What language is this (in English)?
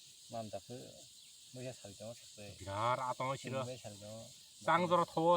Kok Borok